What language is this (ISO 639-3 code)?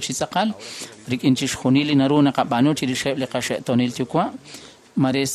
kek